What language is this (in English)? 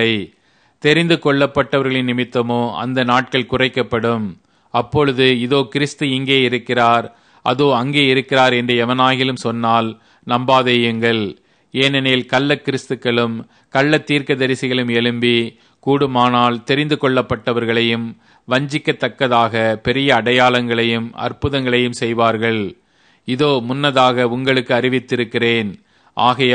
Tamil